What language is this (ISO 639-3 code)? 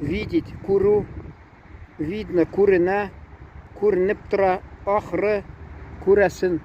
tat